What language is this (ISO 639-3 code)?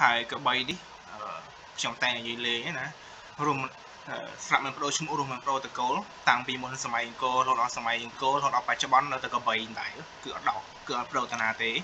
khm